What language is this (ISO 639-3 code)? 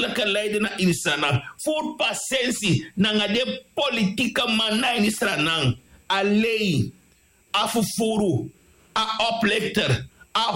srn